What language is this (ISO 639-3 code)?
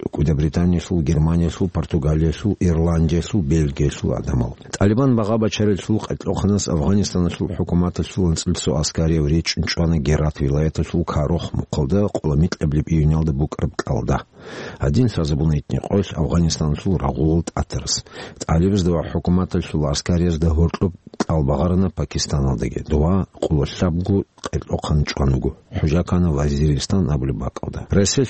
ava